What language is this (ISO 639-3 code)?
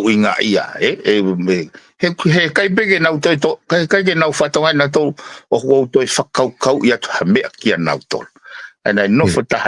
ton